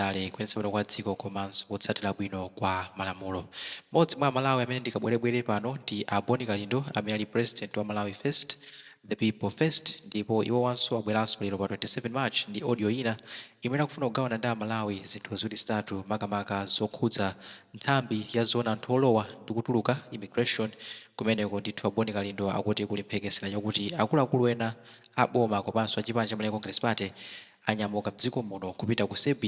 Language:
Nyanja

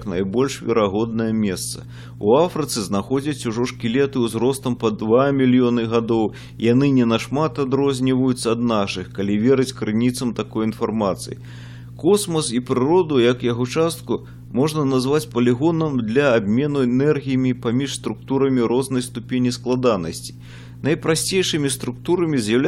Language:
Belarusian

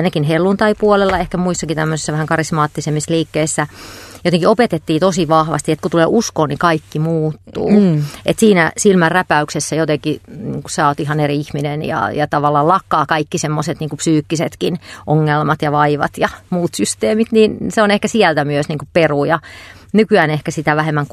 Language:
Finnish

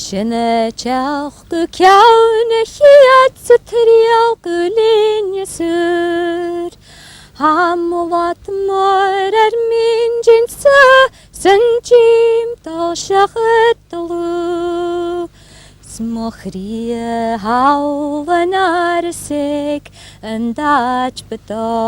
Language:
Scottish Gaelic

